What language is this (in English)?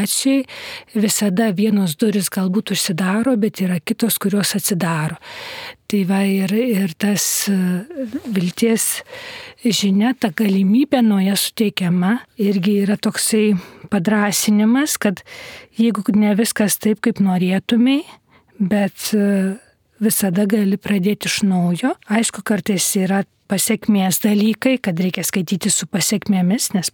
Lithuanian